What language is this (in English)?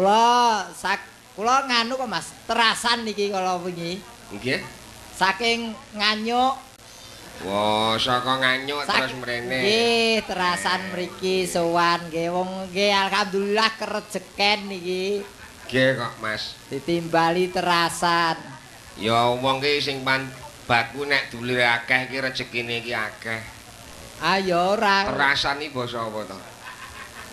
Javanese